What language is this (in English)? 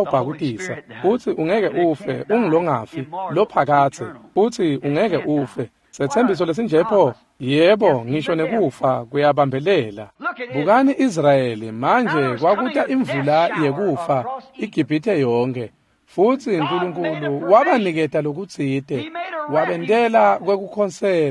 Swati